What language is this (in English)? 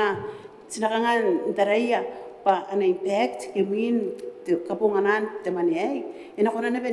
Gilbertese